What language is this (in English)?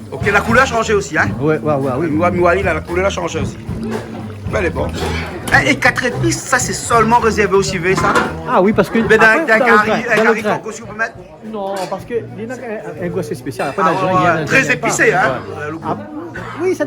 Réunion Creole French